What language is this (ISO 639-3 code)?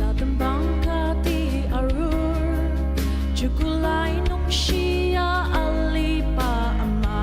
njo